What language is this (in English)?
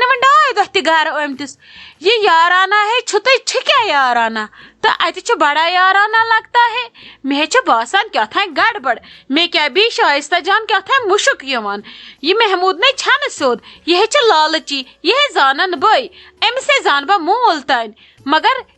Kashmiri